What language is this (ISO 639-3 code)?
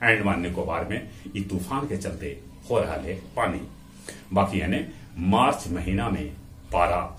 mag